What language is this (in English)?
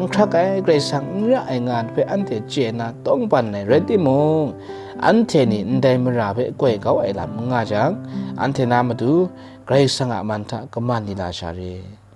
Kachin